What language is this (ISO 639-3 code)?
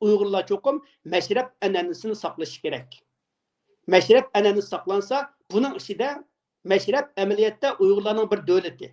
uig